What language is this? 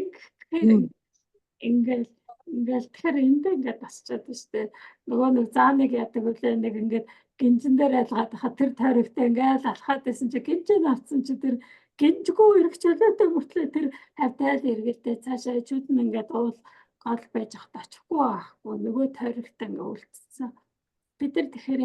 Mongolian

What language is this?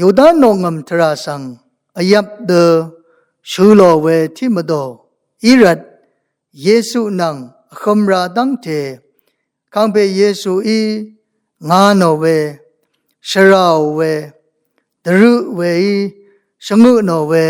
Rawang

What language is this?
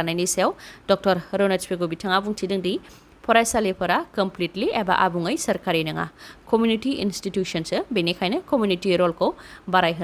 Bodo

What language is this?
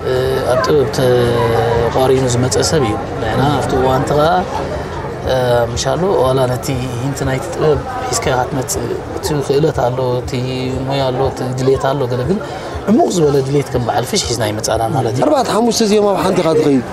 Tigrinya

